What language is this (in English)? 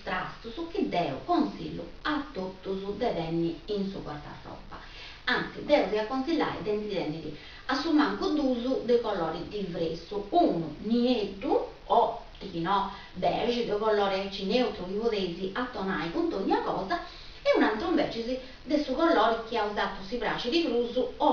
Sardinian